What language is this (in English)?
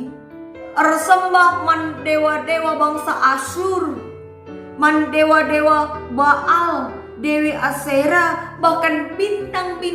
Batak Karo